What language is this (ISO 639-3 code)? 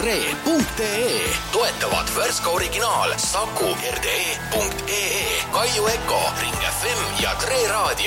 est